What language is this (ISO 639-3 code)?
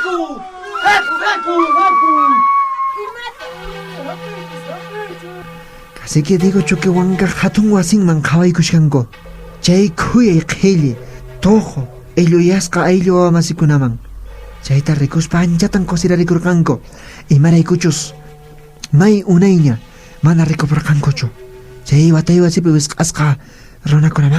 que